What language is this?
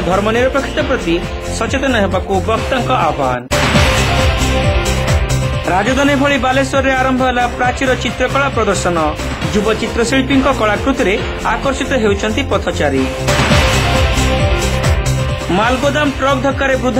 Odia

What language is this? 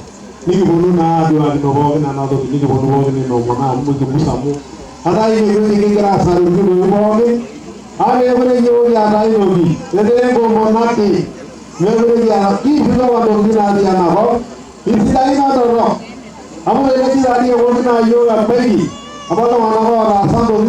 Masai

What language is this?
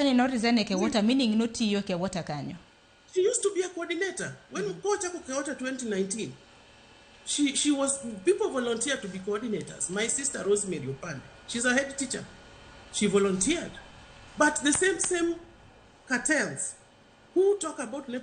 Luo (Kenya and Tanzania)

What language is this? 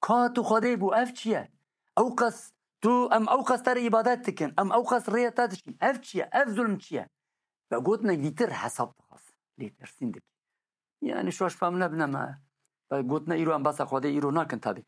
Kurdish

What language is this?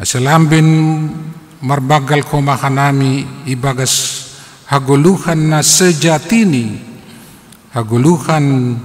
Batak Simalungun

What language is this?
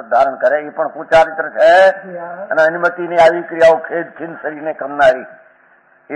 Gujarati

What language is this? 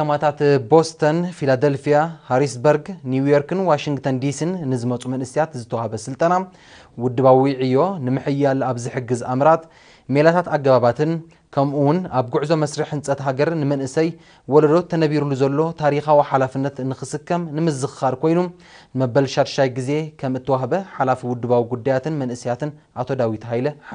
Tigrinya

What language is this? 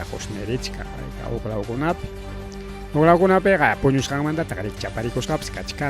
Ayacucho Quechua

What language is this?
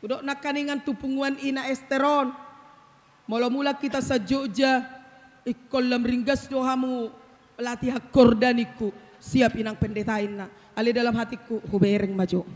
Batak Toba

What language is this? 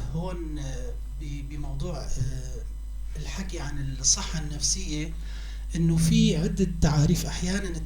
North Levantine Arabic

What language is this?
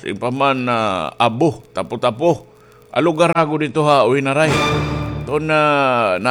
Waray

